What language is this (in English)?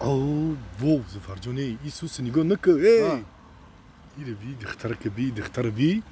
Tajik